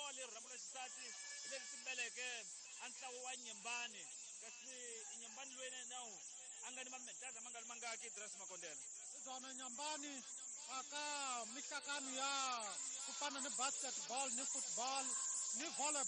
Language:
Tsonga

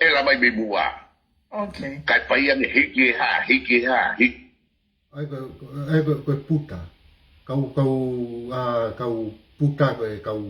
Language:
Tongan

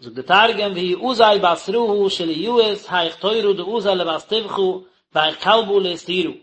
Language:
Yiddish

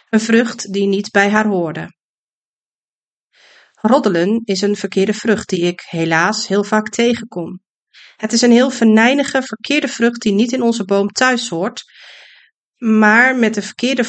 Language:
Dutch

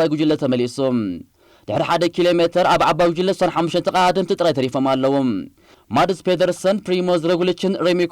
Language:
Tigrinya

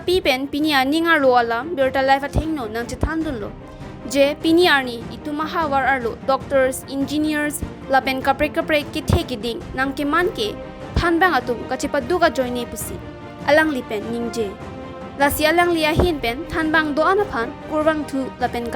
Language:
Karbi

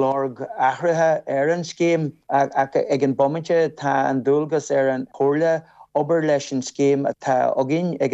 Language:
Irish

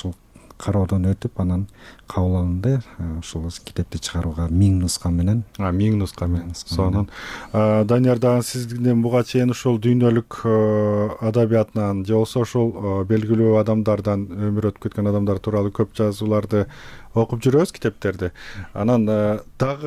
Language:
Kyrgyz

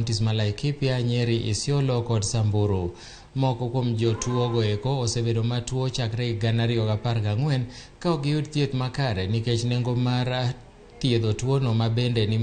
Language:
Luo (Kenya and Tanzania)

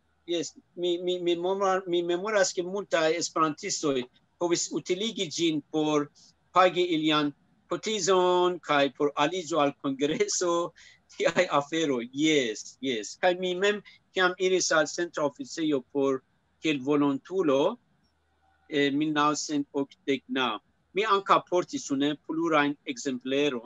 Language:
Esperanto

